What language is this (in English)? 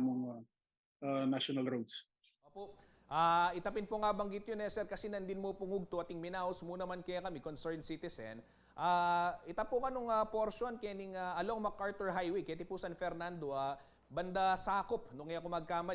Pampanga